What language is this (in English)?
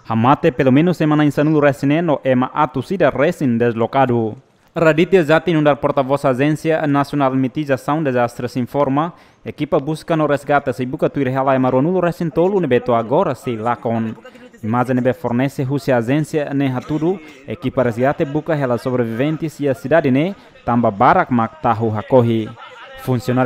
Tetum